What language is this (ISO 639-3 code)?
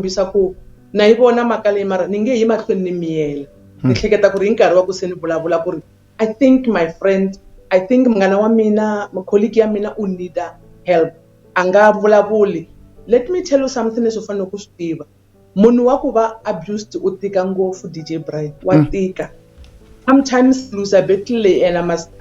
tso